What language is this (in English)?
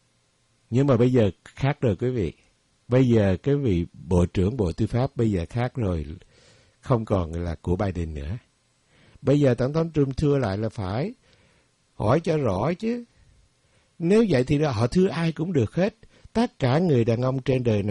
Vietnamese